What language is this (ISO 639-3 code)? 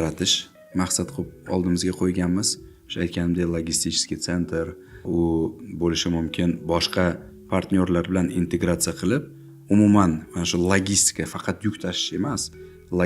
uzb